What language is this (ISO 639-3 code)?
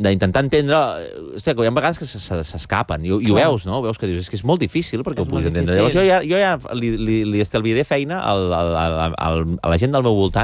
cat